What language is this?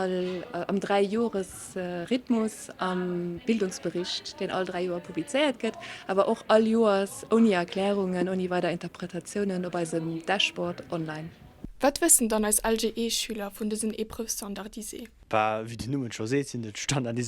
Luxembourgish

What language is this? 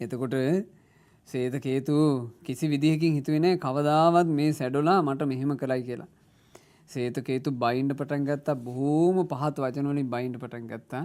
Sinhala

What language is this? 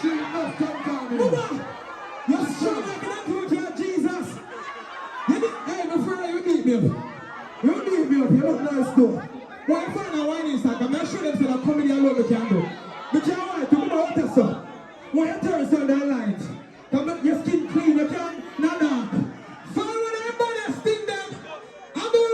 Jamaican Creole English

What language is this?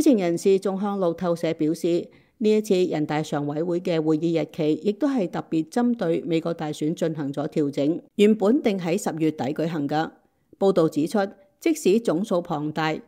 Cantonese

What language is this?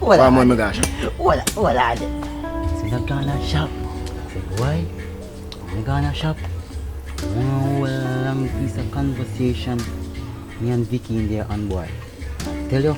Jamaican Creole English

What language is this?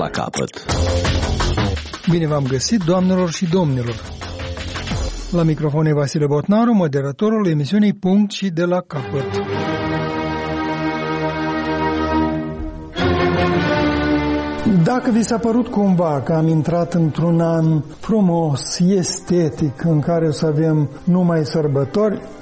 Romanian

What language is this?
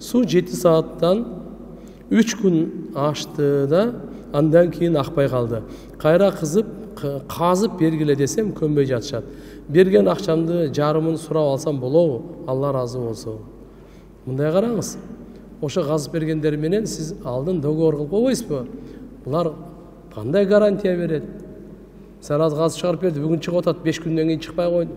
Kyrgyz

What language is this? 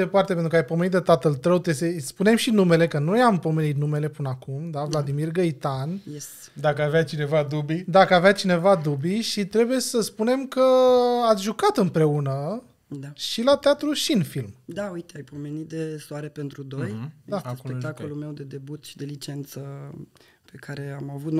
Romanian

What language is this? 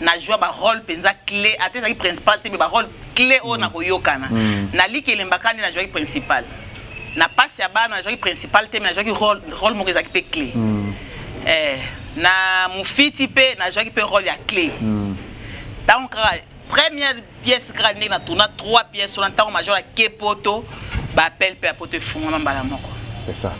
Lingala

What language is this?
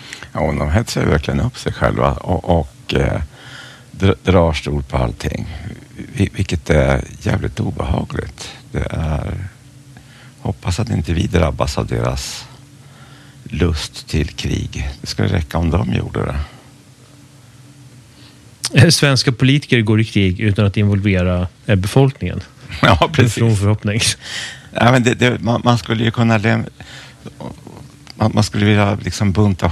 Swedish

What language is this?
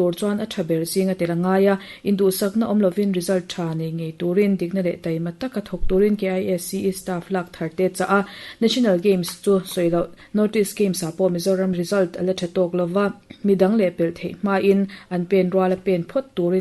Mizo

